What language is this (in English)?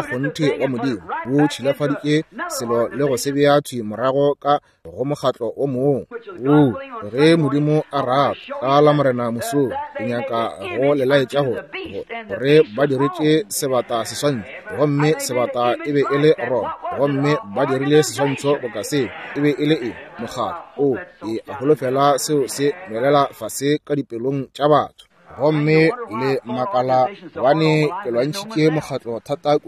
Northern Sotho